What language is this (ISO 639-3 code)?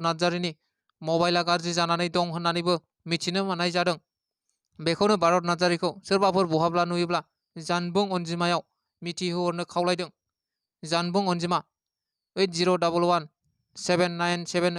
brx